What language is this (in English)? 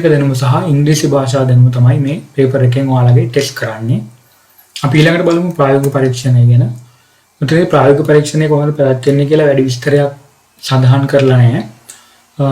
Sinhala